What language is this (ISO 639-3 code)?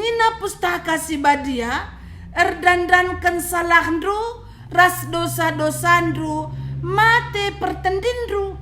btx